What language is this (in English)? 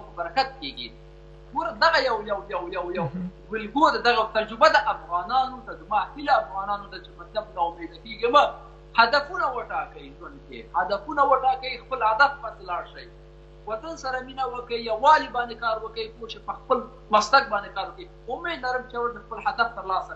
Pashto